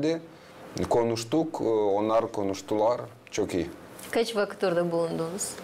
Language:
Gagauz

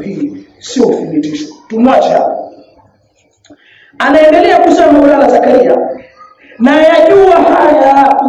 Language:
Swahili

